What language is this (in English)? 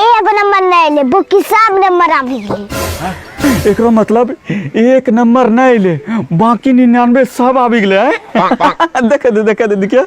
Angika